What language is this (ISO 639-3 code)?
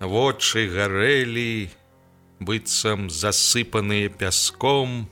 bel